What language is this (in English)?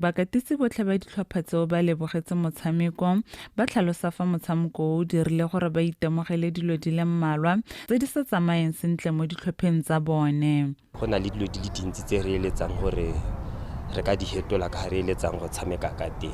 Tswana